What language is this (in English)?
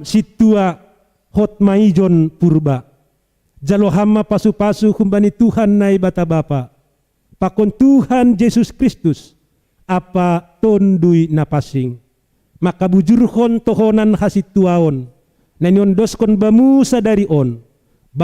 Batak Simalungun